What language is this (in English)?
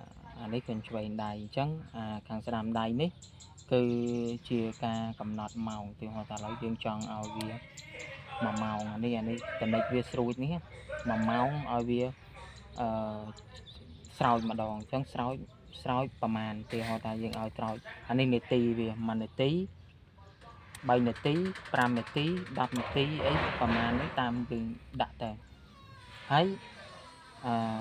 Khmer